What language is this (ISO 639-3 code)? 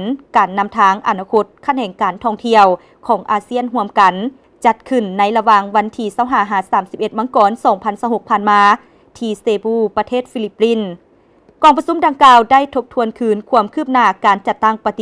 lao